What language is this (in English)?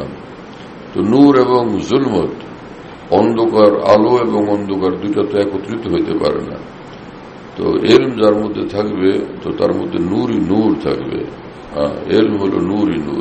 Bangla